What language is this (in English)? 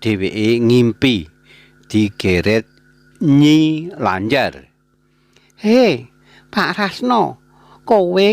Javanese